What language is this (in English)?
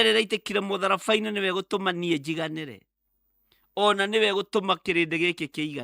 Kikuyu